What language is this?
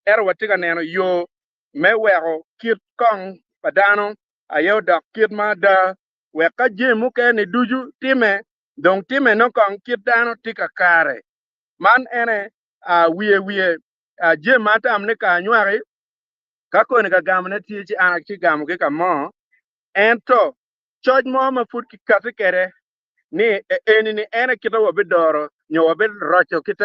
Acoli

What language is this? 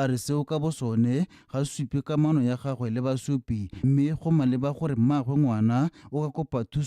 Tswana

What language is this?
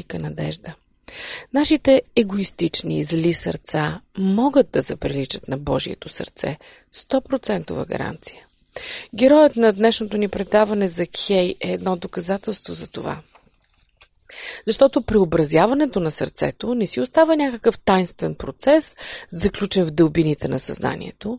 Bulgarian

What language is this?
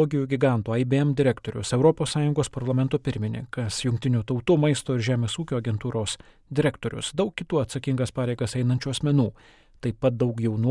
Lithuanian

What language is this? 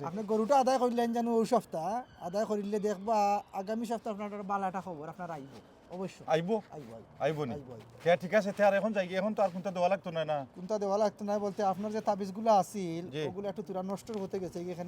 Sylheti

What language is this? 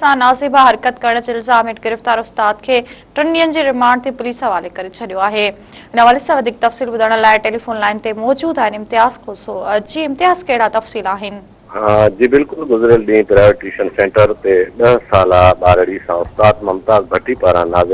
Sindhi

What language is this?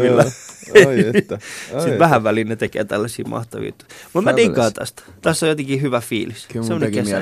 Finnish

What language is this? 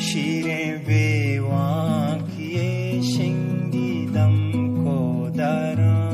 Baluchi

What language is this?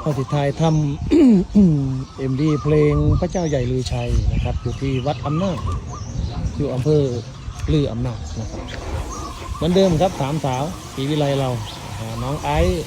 Northeastern Thai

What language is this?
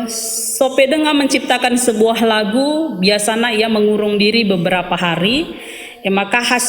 Batak Karo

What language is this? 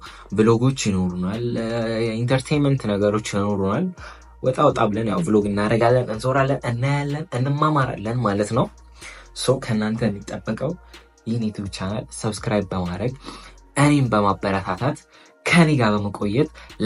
Amharic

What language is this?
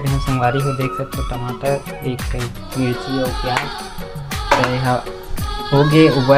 Chhattisgarhi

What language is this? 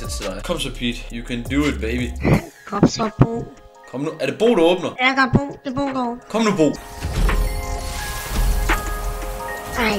Danish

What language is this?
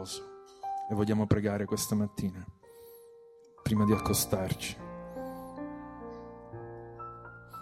Italian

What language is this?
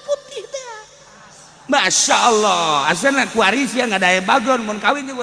Sundanese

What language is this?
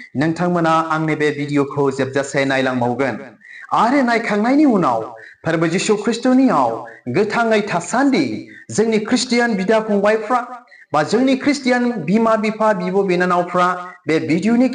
Bodo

